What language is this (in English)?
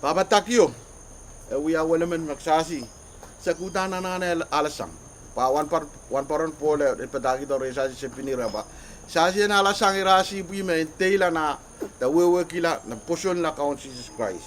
Pohnpeian